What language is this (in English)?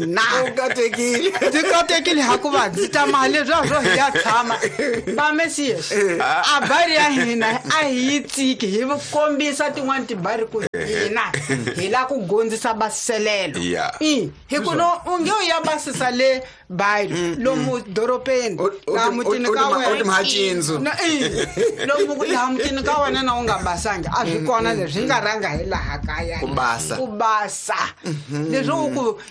Tsonga